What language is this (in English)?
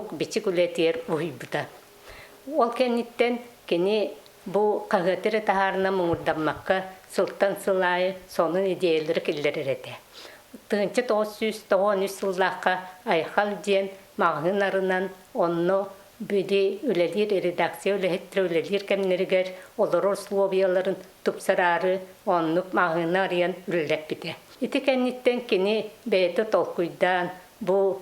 Yakut